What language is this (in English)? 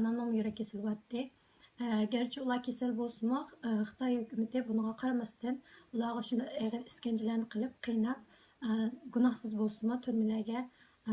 Uyghur